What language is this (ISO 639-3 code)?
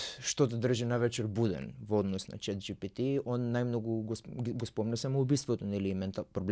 mkd